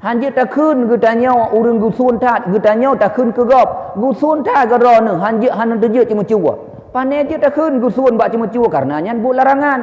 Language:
Achinese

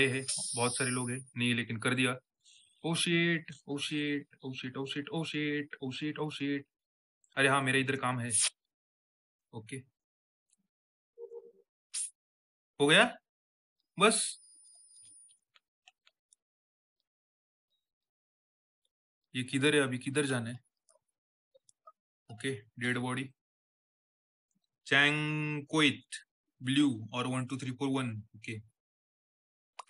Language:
Hindi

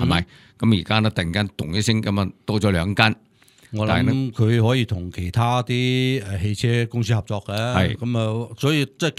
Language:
Cantonese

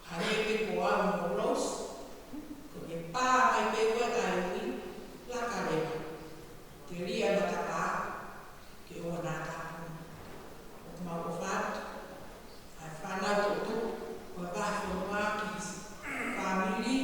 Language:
Tongan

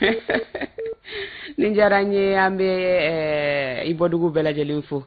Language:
Bambara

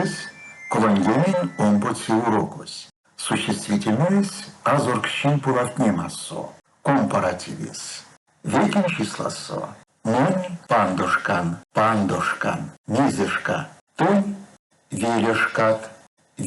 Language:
Erzya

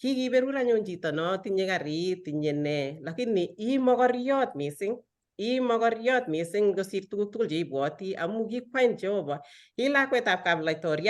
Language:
Kalenjin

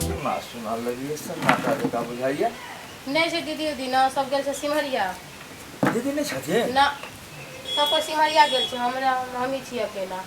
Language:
Maithili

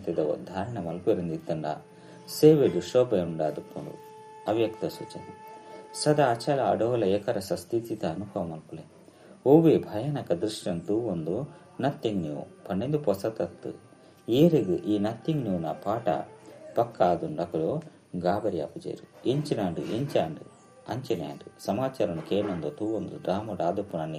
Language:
Tulu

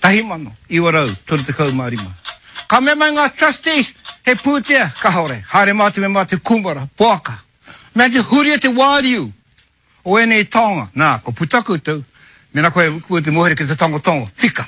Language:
Māori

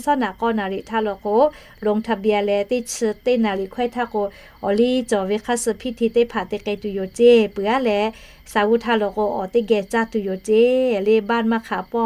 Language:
Lahu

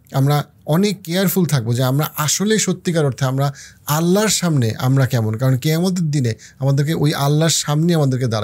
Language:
Bangla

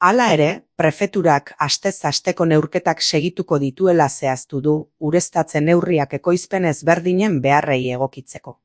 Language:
Basque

